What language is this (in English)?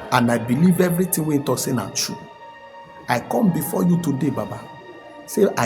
Nigerian Pidgin